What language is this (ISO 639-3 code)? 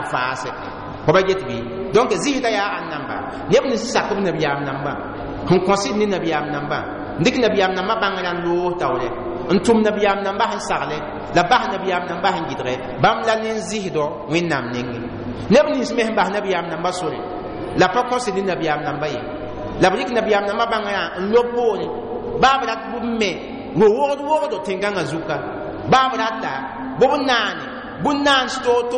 mos